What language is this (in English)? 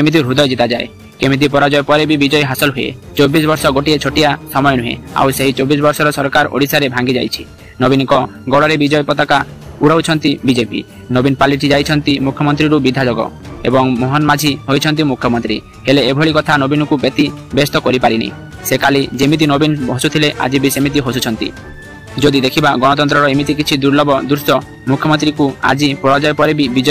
Odia